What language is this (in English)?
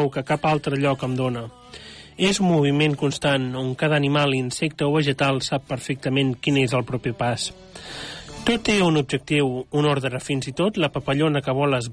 Catalan